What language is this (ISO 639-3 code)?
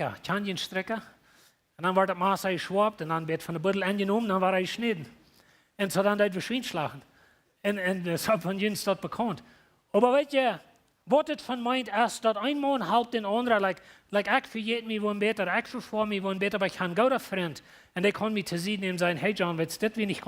pdt